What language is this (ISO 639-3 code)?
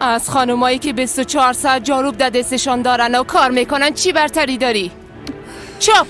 fas